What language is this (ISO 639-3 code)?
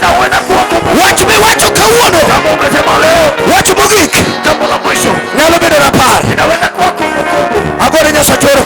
luo